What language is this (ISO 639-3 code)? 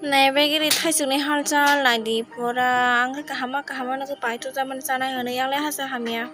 trp